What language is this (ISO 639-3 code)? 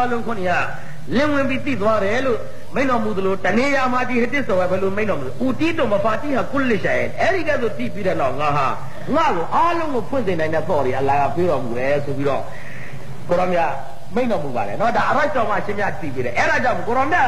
mya